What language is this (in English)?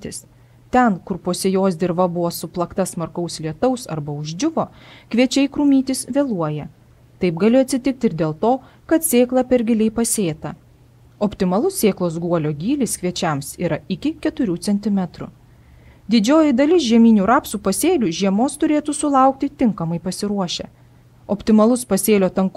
Lithuanian